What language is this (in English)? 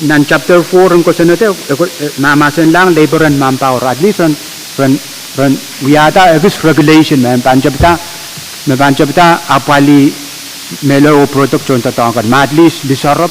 Pohnpeian